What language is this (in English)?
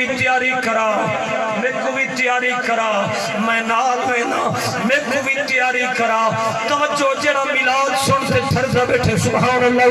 Saraiki